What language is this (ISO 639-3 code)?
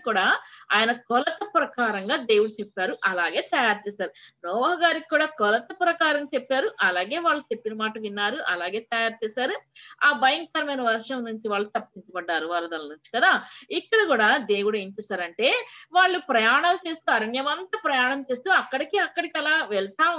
tel